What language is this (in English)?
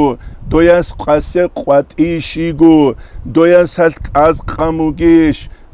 Avaric